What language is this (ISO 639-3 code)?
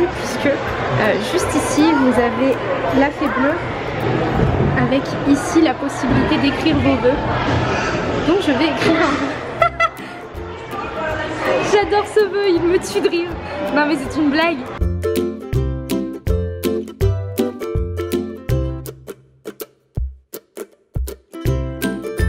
fra